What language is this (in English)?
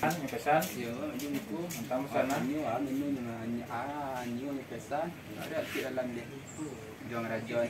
Minangkabau